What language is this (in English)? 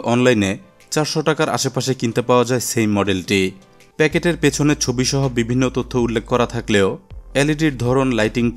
Bangla